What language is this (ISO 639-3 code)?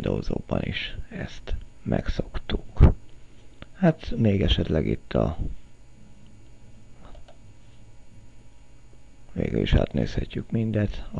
hun